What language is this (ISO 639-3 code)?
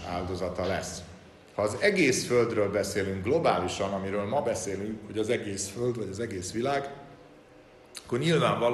hun